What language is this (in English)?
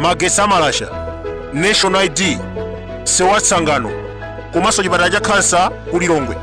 Nyanja